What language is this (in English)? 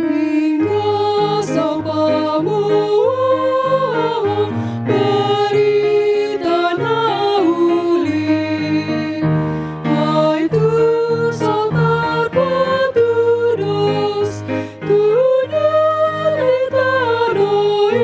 Batak Toba